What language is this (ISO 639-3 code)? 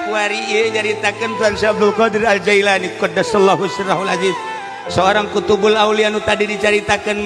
sun